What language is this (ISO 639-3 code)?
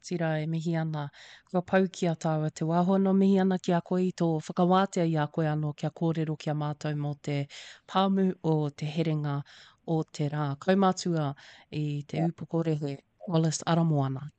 mri